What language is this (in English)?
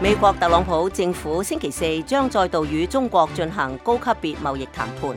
Cantonese